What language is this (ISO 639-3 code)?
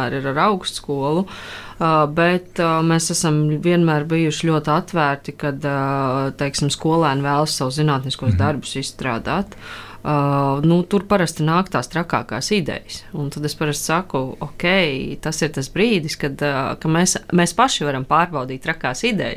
lav